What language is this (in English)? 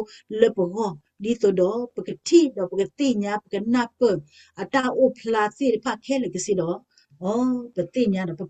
S'gaw Karen